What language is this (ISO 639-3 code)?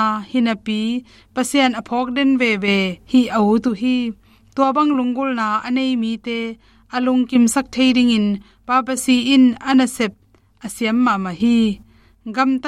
ctd